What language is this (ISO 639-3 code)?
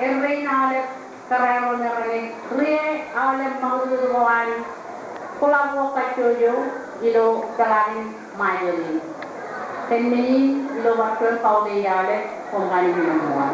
mah